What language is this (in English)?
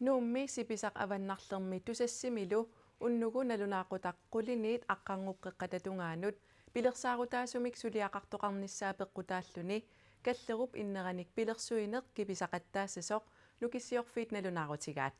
Kalaallisut